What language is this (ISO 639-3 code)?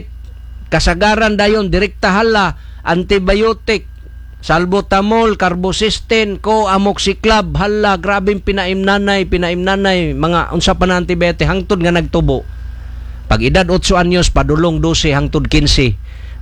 ceb